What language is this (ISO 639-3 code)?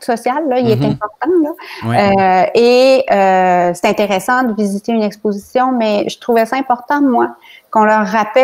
fra